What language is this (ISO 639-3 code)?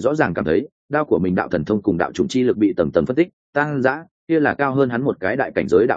vie